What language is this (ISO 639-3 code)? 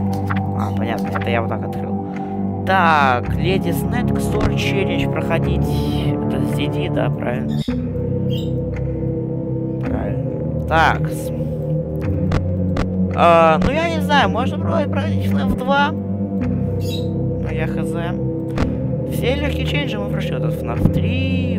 rus